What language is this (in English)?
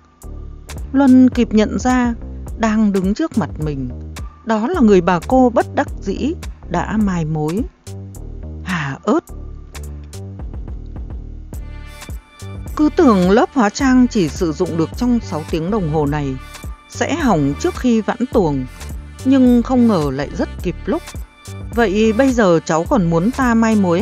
Vietnamese